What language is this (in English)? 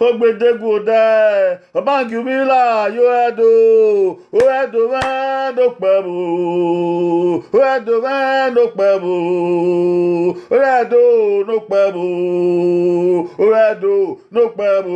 Bini